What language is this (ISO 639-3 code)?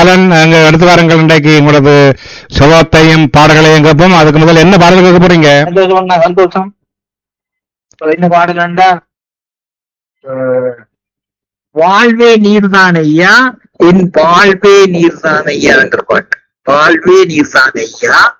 tam